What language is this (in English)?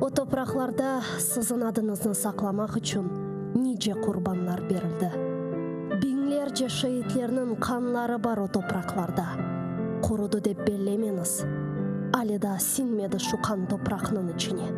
Crimean Tatar